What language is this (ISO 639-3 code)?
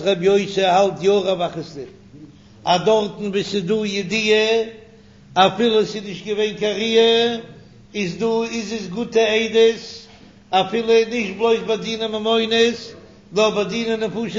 yid